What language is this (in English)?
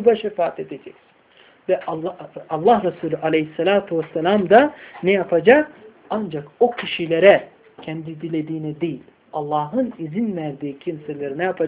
Turkish